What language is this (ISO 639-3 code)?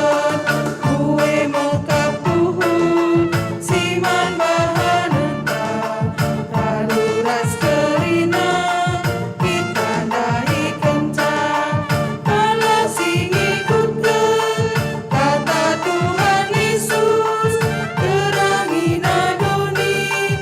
btx